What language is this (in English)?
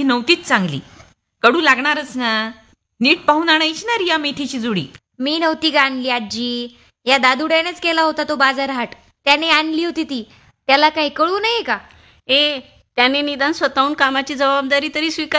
Marathi